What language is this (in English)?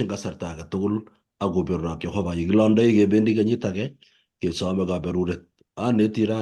Kalenjin